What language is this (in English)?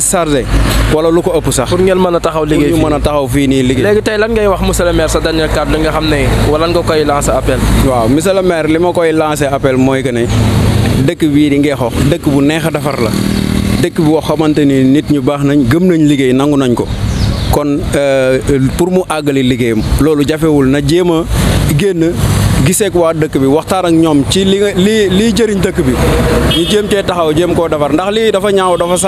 Wolof